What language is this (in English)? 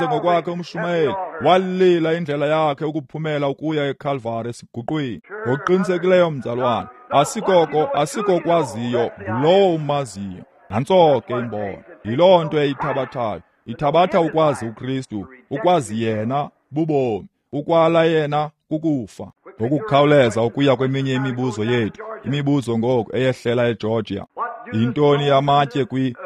Xhosa